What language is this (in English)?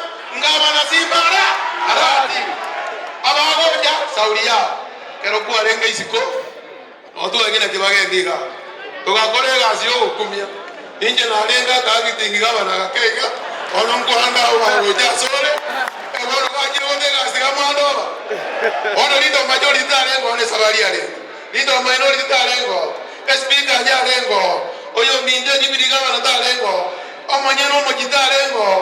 Gusii